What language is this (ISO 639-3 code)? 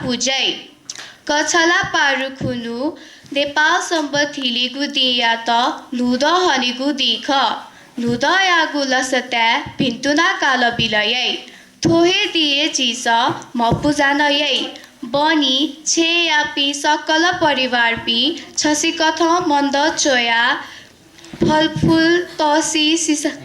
new